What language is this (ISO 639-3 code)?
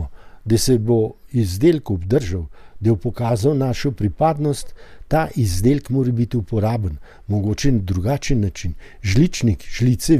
slv